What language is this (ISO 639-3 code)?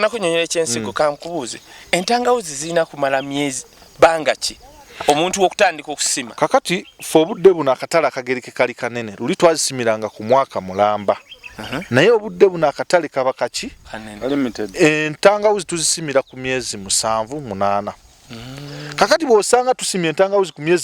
lug